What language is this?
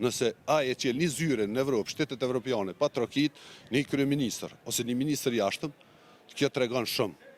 Albanian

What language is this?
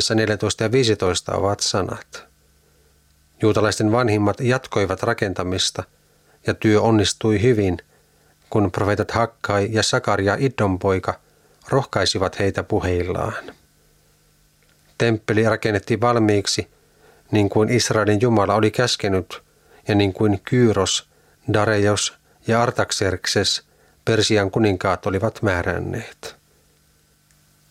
Finnish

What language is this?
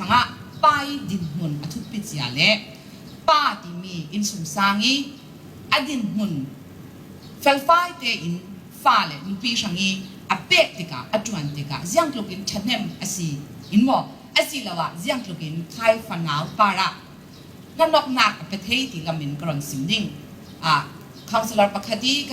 Falam Chin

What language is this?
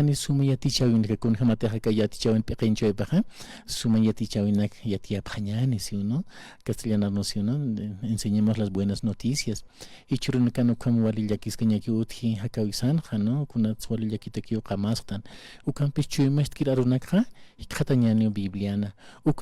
Aymara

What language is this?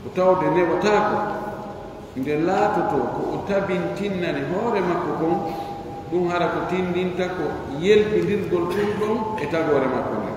Pular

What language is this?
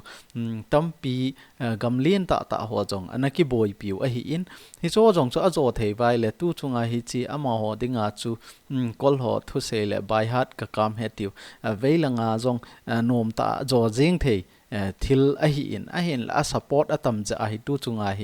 Thado Chin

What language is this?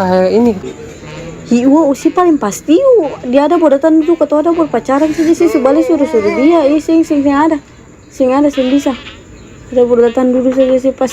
Ambonese Malay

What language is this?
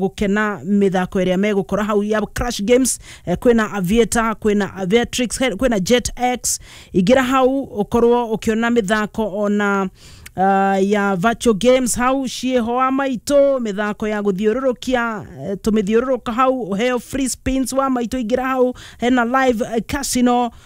Kikuyu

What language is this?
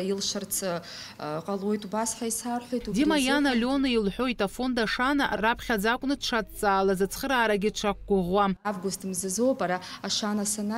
Abkhazian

